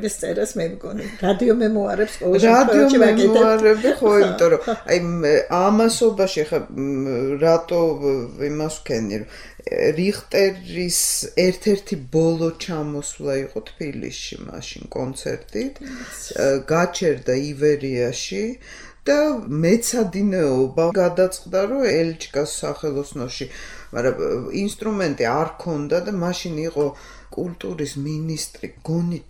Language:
Georgian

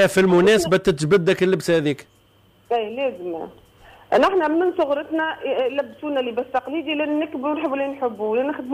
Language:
Tunisian Arabic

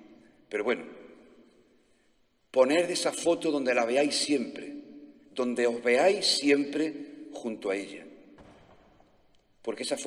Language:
Spanish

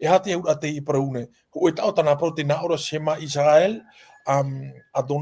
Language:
Tahitian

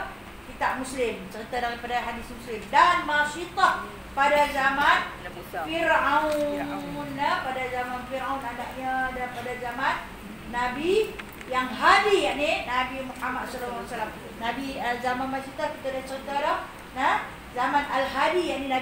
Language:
Malay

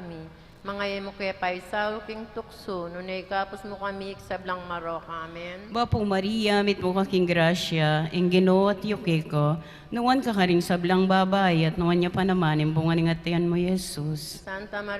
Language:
Pampanga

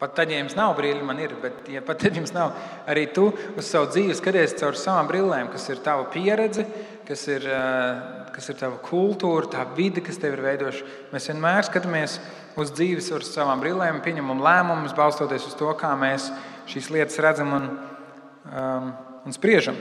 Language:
Latvian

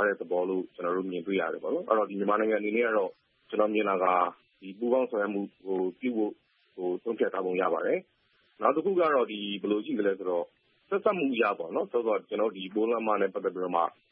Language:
Burmese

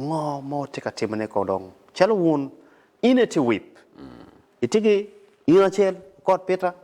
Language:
Acoli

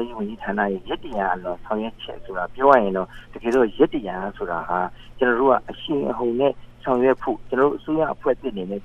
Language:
Burmese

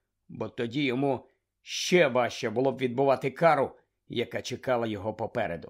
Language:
Ukrainian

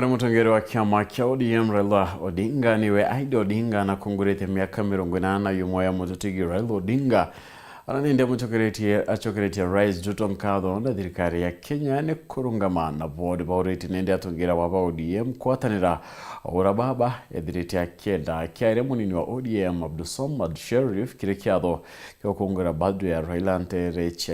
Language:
Meru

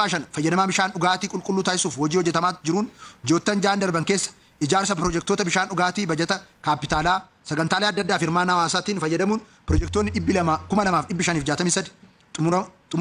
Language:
Oromo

